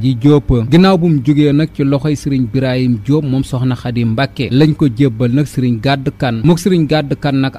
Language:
Wolof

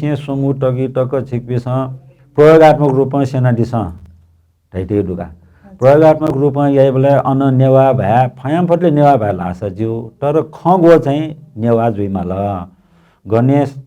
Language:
Newari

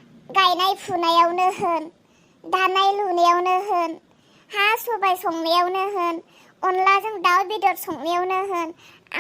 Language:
Bodo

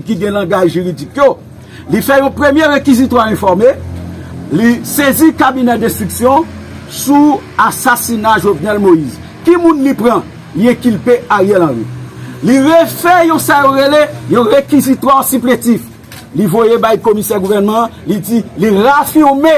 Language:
Haitian Creole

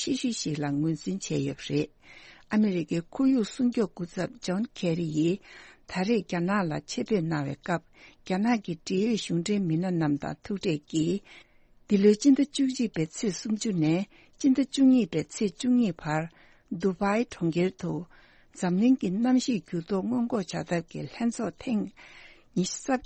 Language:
Tibetan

